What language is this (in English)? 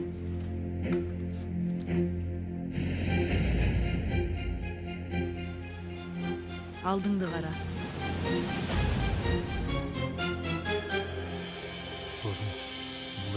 Kyrgyz